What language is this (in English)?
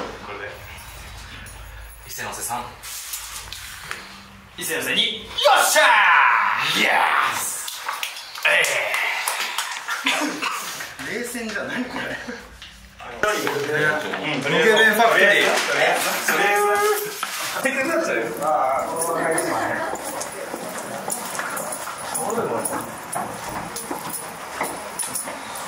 Japanese